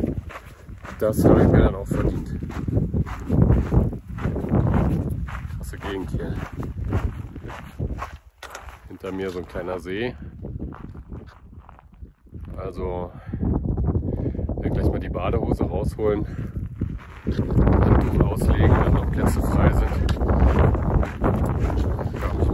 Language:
German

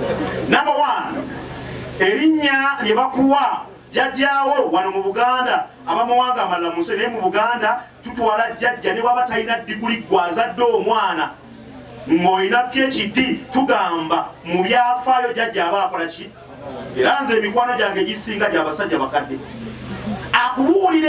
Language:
Ganda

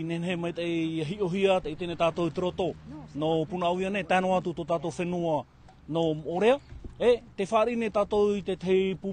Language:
Tahitian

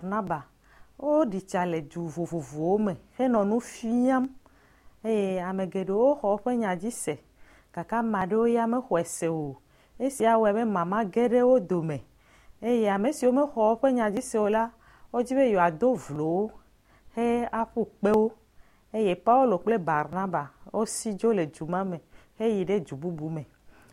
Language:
Ewe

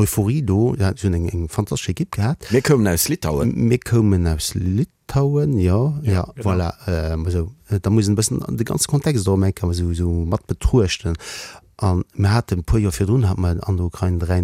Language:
Luxembourgish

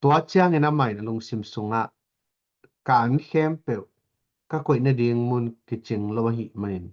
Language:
Tedim Chin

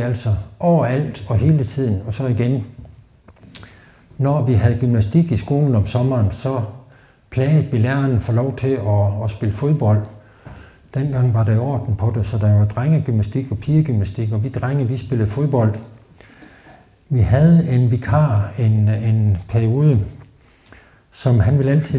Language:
Danish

